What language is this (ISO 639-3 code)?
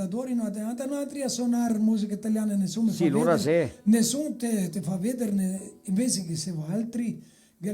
vec